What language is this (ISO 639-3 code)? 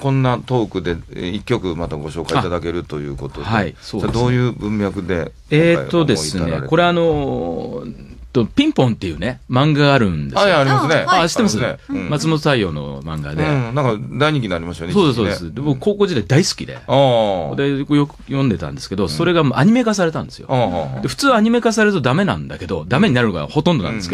jpn